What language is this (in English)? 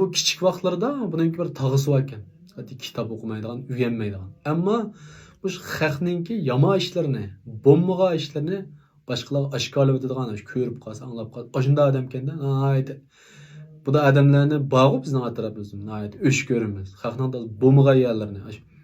Uyghur